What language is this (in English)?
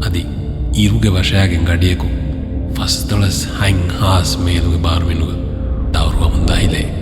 Divehi